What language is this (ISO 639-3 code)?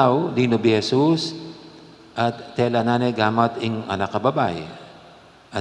pam